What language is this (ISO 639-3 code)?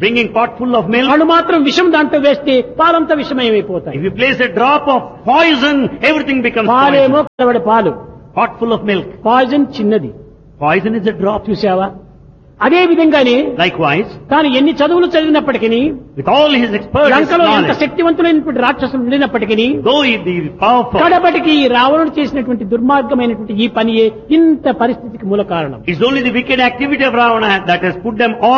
tel